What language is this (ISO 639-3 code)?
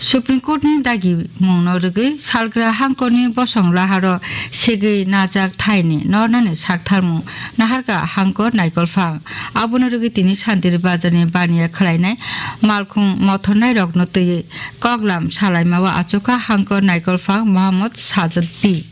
trp